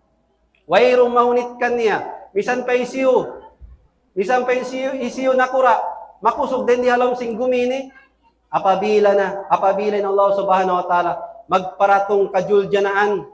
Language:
Tausug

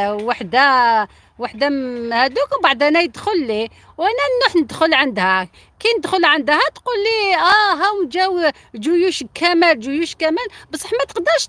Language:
Algerian Arabic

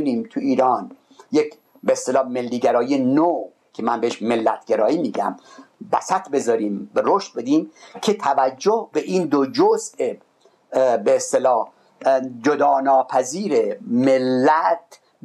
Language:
Persian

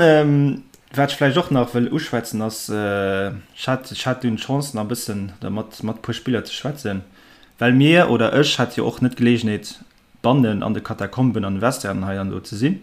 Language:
Luxembourgish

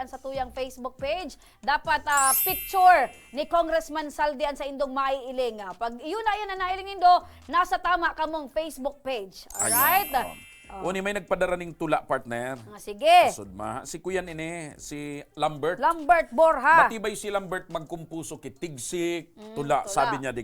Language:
Bikol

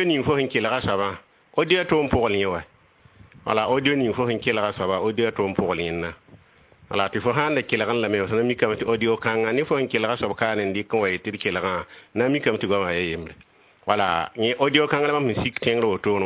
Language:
Mossi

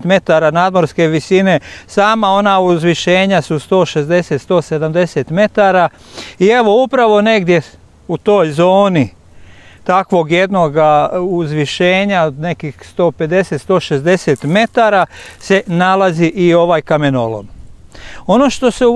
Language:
Croatian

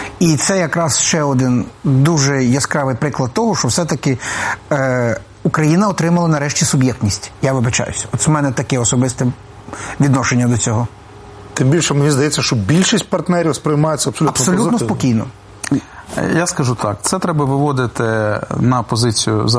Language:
Ukrainian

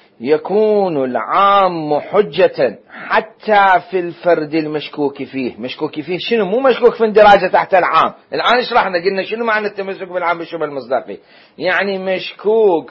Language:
Mesopotamian Arabic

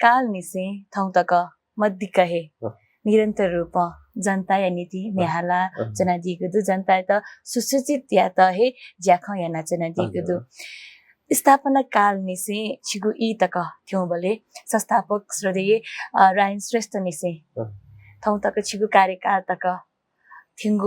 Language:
Newari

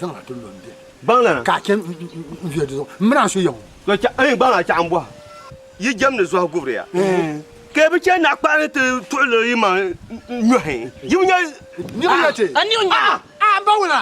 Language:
Dagbani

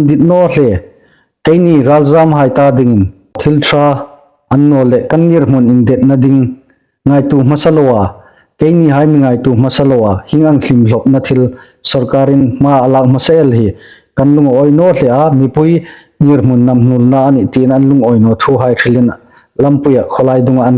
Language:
Hmar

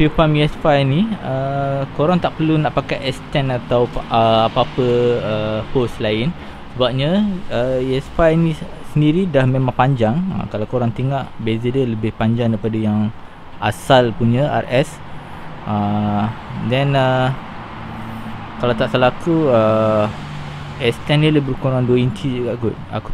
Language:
Malay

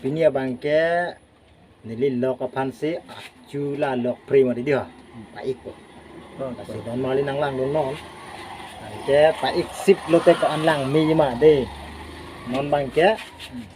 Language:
Karbi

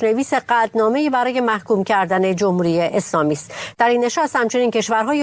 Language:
Persian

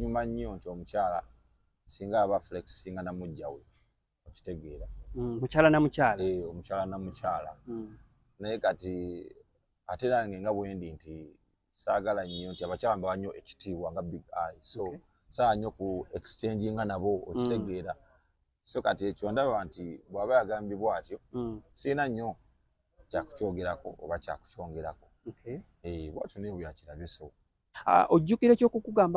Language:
Ganda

